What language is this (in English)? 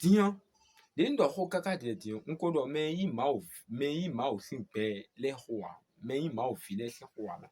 Fon